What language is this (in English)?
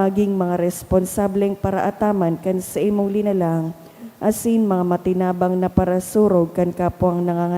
Bikol